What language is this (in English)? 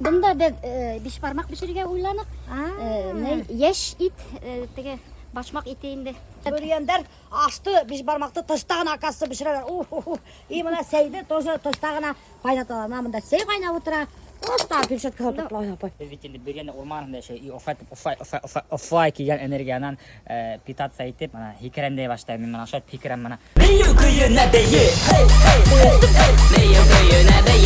Bashkir